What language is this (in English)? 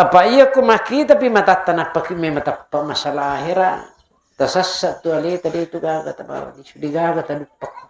Buginese